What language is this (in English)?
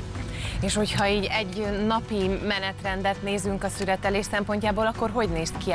Hungarian